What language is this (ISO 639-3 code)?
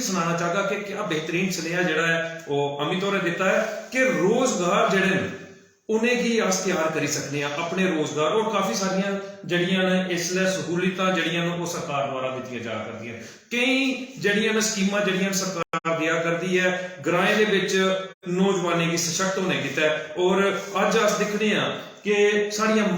doi